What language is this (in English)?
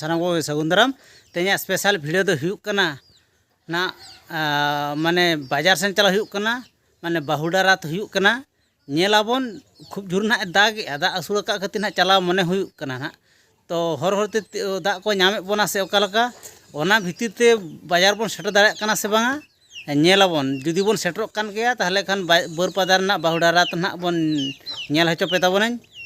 Santali